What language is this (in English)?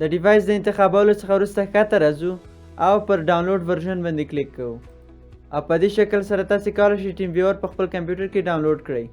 Pashto